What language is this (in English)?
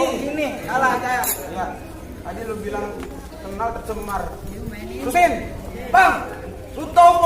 Betawi